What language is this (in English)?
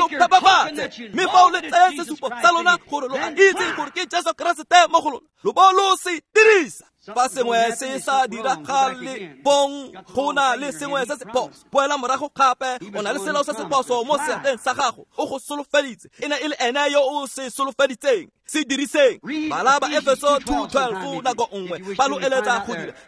Tswana